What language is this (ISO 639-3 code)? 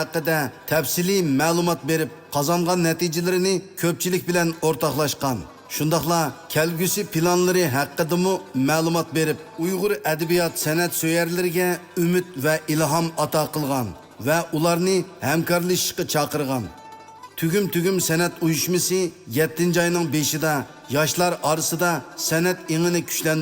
uig